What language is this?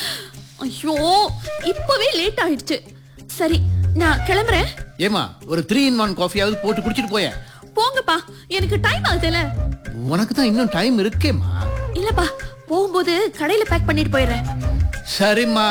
Tamil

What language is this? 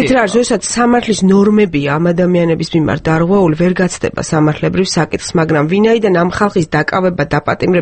Georgian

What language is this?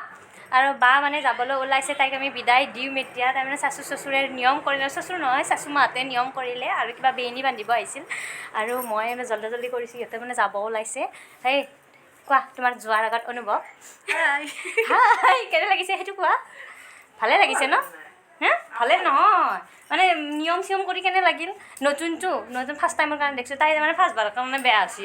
Assamese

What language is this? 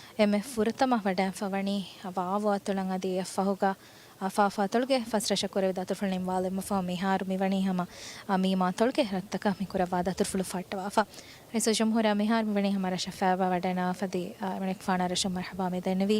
Divehi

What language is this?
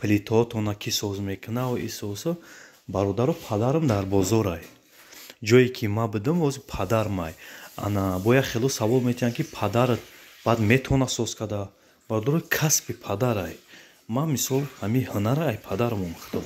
Tajik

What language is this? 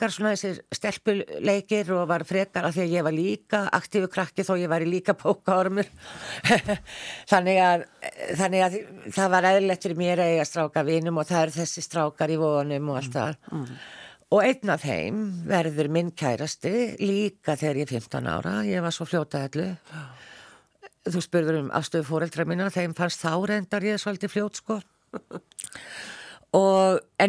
Icelandic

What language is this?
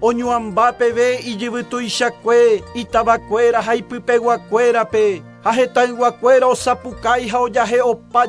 Guarani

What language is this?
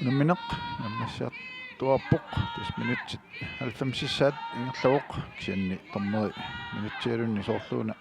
Kalaallisut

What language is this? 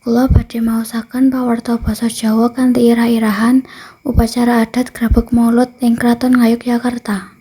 Javanese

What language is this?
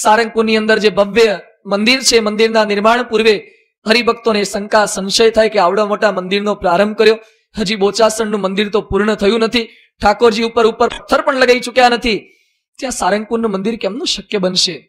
Gujarati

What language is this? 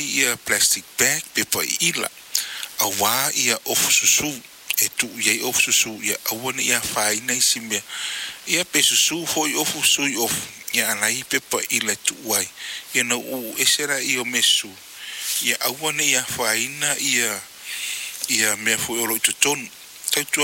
Samoan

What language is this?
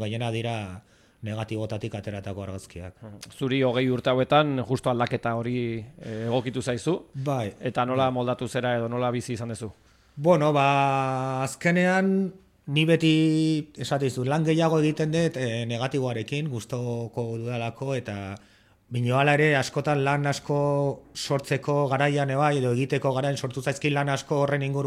Basque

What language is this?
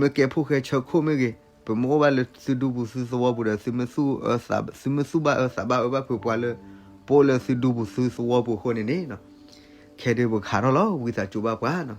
S'gaw Karen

